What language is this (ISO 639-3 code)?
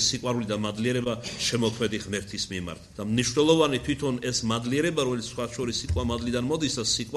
kat